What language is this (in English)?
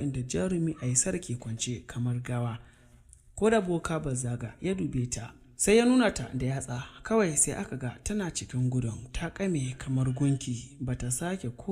Hausa